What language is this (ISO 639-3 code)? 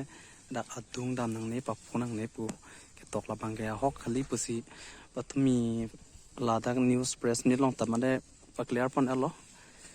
mjw